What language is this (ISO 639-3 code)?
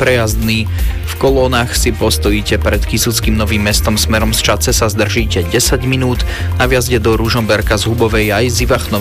slk